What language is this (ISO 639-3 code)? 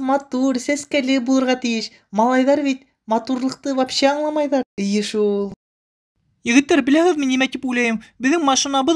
bak